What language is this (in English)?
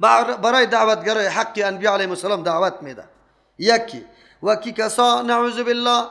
Persian